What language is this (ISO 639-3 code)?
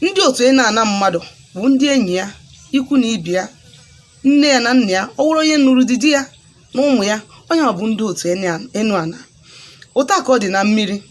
ibo